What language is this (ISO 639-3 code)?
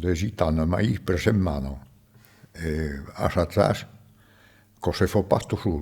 oci